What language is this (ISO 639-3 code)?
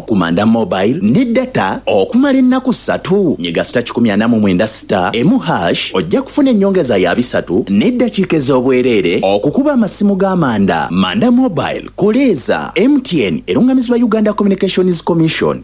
lug